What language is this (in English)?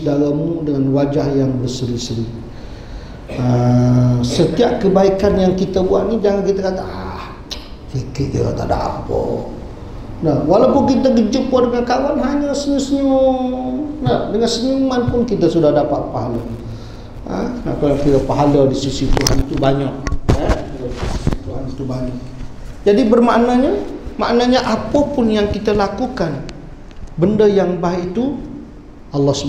Malay